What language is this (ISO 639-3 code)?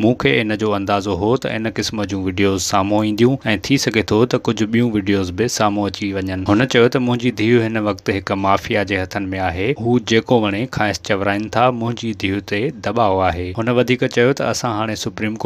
snd